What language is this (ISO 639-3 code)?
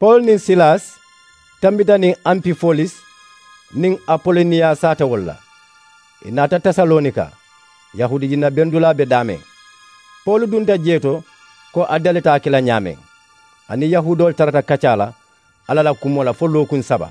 man